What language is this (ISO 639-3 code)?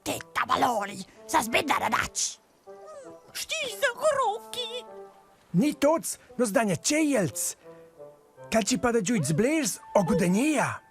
roh